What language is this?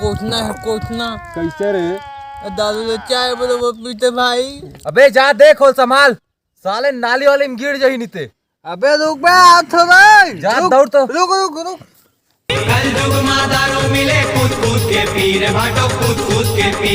Chhattisgarhi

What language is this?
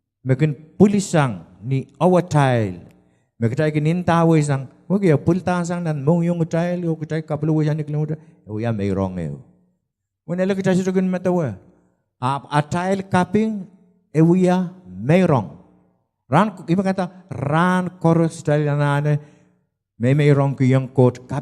Pohnpeian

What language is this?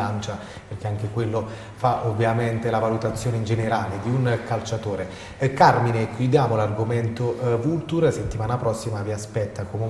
Italian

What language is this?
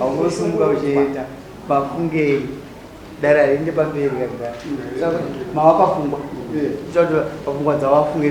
Shona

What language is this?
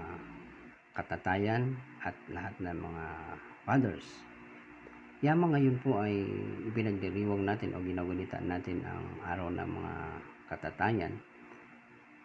Filipino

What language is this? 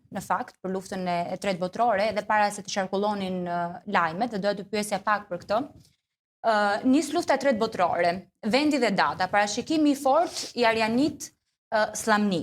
Albanian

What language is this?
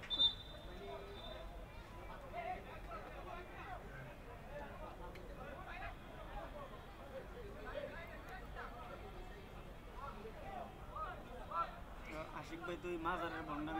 Bangla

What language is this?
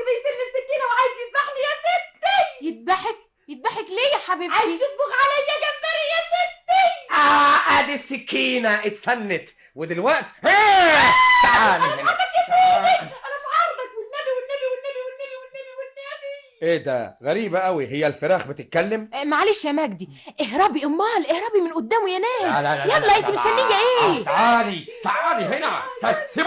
Egyptian Arabic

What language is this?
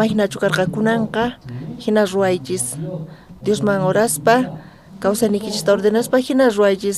South Bolivian Quechua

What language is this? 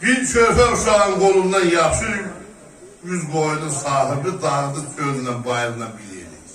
South Azerbaijani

